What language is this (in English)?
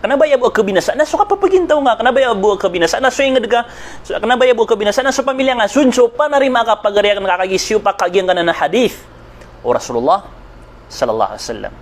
Maranao